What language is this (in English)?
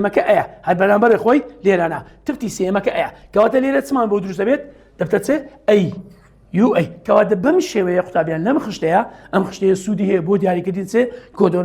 Central Kurdish